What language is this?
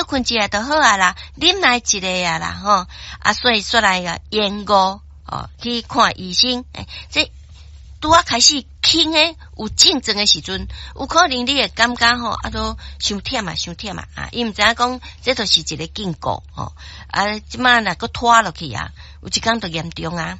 Min Nan Chinese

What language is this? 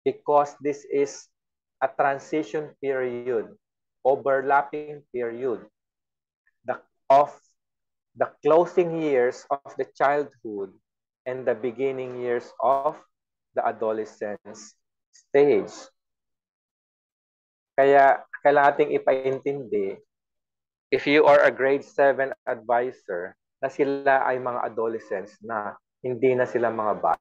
Filipino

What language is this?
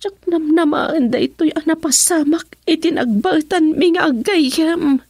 Iloko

